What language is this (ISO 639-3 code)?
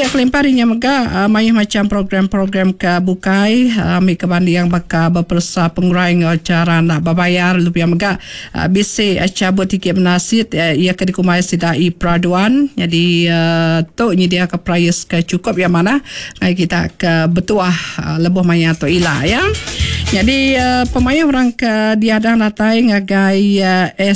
iba